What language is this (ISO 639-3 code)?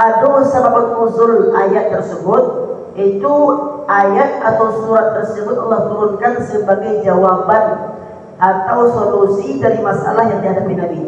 min